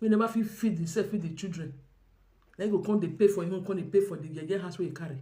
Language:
Nigerian Pidgin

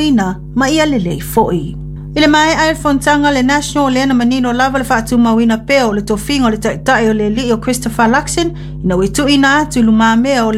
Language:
Samoan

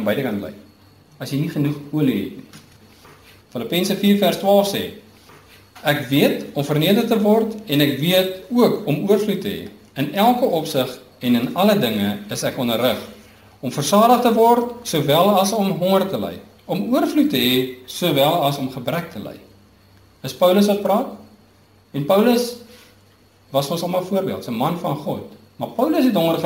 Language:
Afrikaans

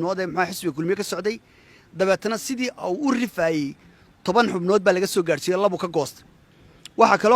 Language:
Somali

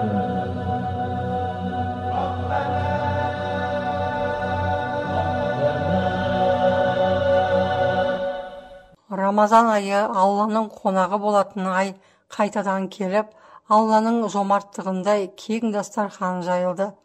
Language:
Kazakh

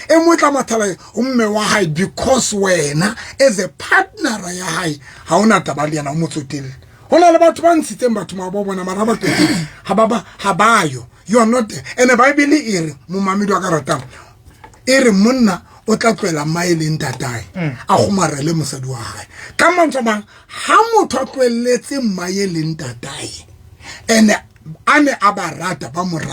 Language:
Southern Sotho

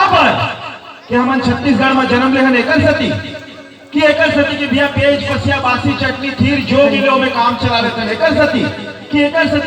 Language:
Chhattisgarhi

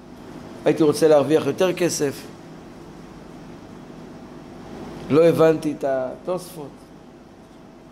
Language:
Hebrew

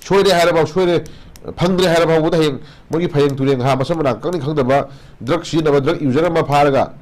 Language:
Manipuri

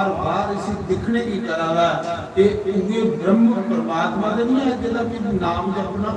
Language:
Dogri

